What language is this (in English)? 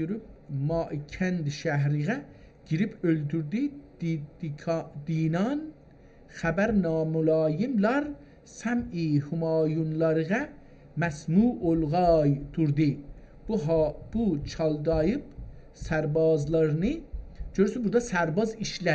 South Azerbaijani